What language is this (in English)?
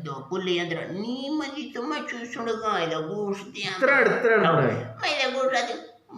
Eastern Balochi